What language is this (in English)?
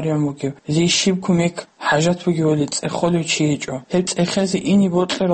Avaric